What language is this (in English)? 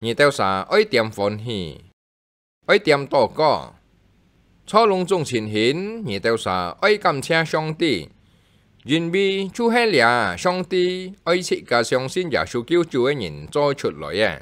Hakka Chinese